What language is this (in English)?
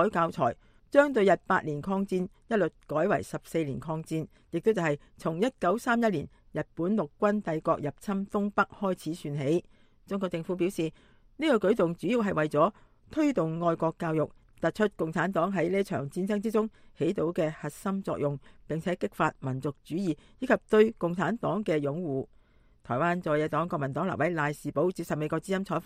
Cantonese